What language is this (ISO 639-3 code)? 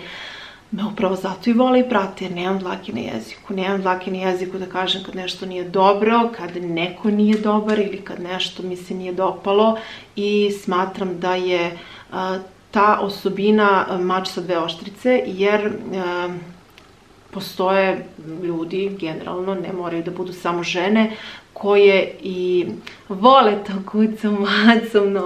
srp